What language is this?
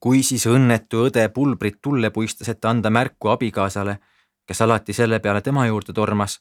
Estonian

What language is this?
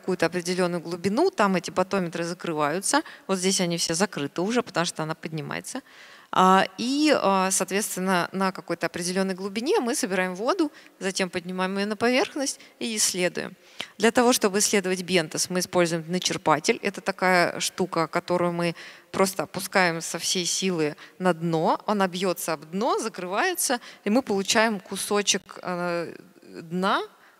Russian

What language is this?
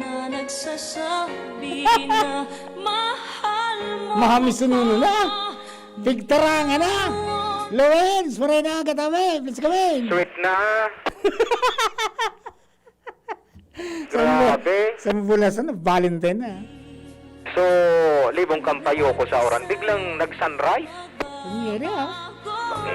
Bikol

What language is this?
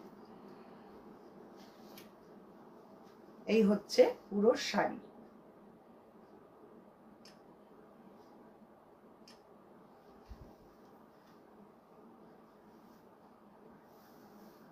Bangla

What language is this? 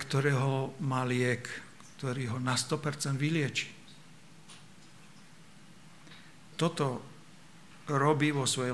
Slovak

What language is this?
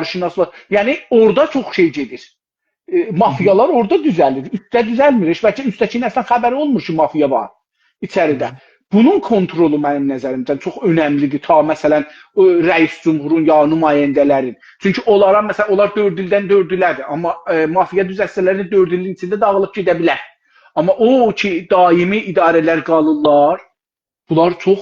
South Azerbaijani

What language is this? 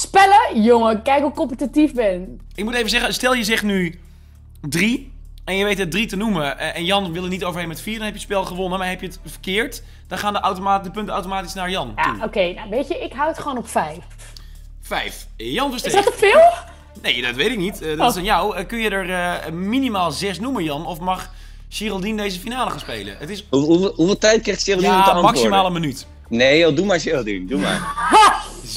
Dutch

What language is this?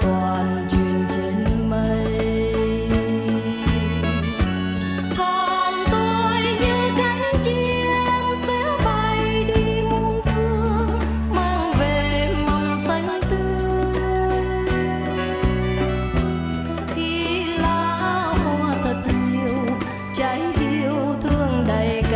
Vietnamese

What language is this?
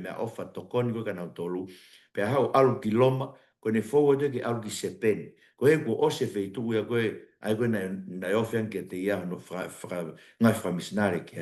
Tongan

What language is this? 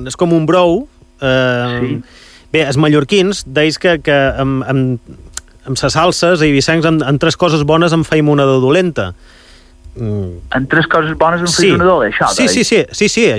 Catalan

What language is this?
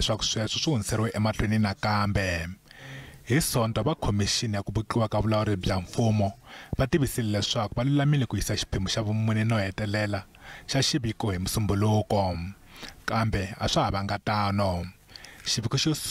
Tsonga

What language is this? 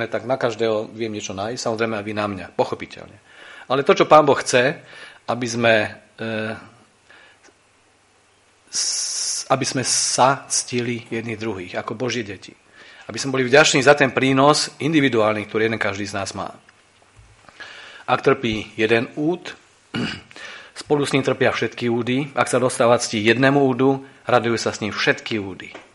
Slovak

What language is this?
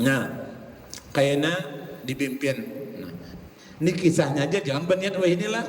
Banjar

